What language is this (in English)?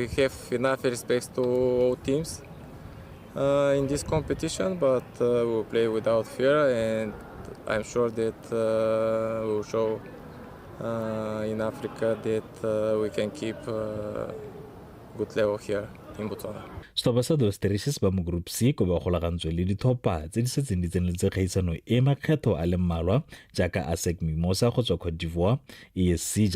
Tswana